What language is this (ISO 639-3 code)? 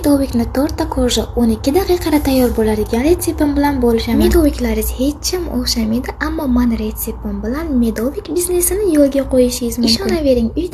uzb